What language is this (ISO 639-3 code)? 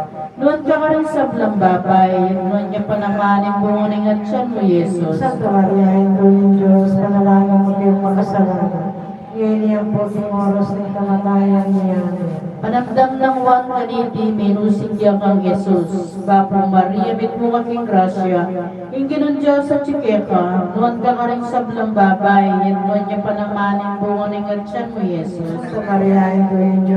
pam